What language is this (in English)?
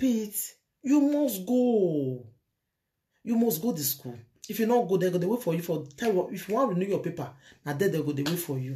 Nigerian Pidgin